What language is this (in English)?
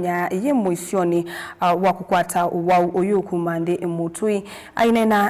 Kamba